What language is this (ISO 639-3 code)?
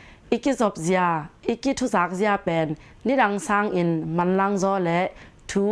ctd